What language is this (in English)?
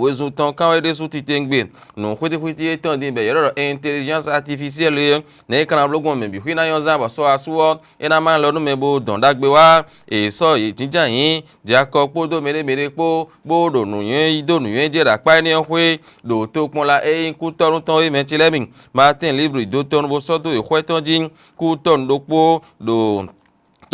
Fon